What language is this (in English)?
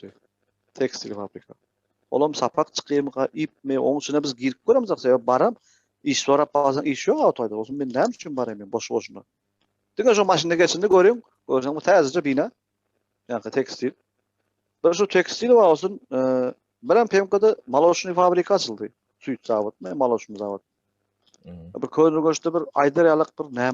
Turkmen